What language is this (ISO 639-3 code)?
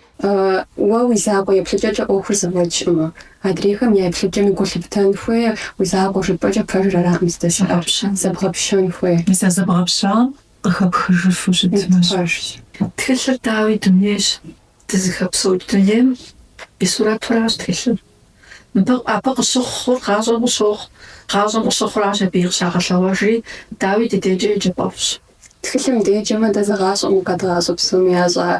kbd